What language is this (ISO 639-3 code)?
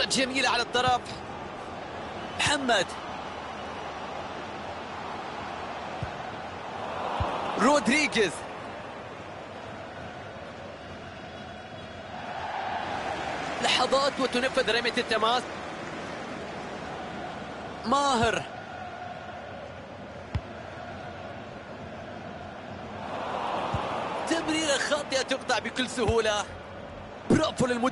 ara